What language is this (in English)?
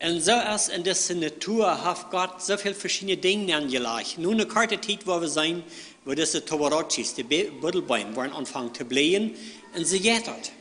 Plautdietsch